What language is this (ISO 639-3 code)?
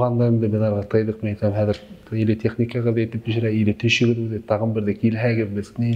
bak